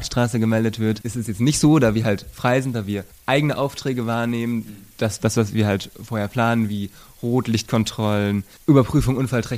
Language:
German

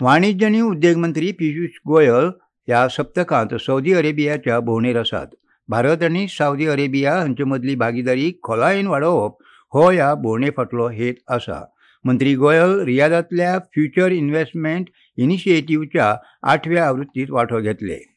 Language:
Konkani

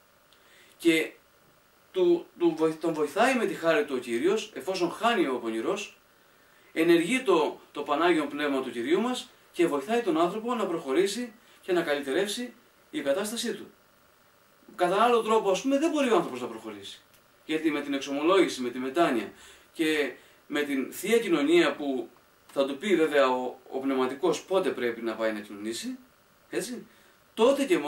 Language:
Greek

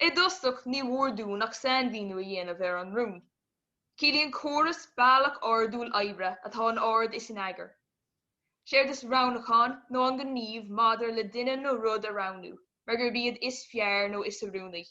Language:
Irish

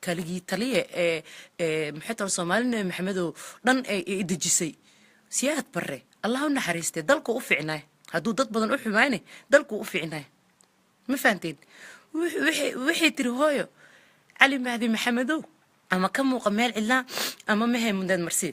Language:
Somali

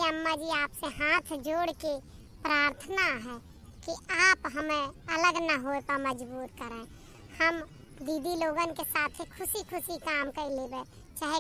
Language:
Awadhi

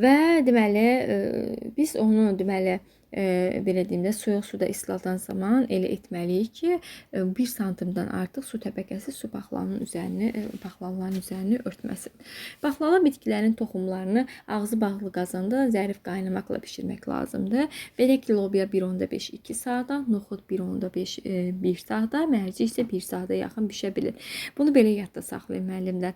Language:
Azerbaijani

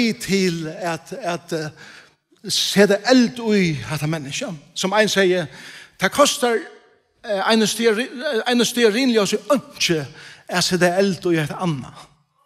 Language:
Faroese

